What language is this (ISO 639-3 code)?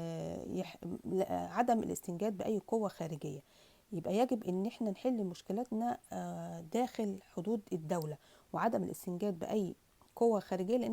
arz